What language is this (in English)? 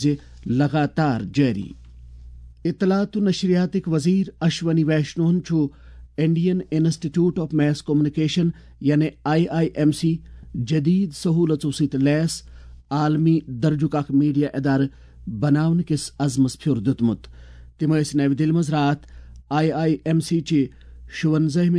Kashmiri